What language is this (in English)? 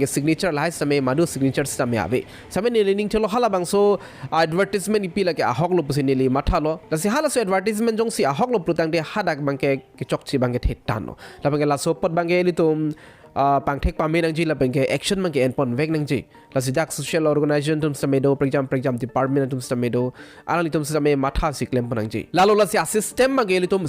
Karbi